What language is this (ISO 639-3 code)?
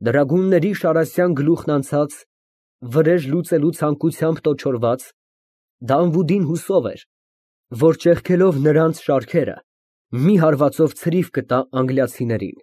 hye